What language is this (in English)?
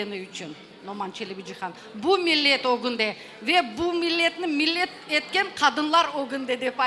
Crimean Tatar